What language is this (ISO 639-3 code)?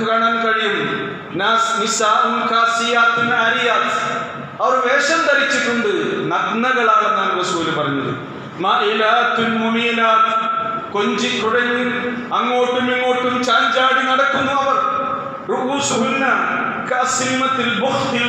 mal